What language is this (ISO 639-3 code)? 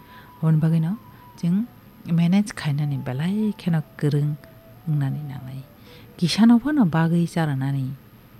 trp